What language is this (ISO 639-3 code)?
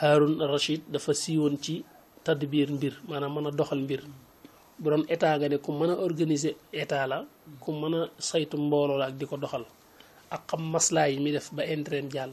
wol